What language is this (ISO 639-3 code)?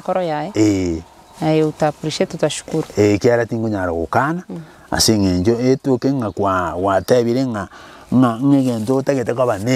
guz